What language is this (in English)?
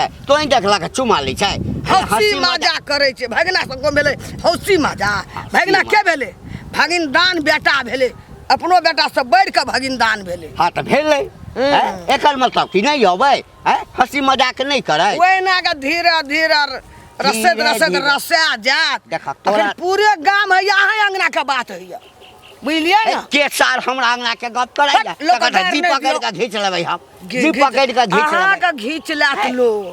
Maithili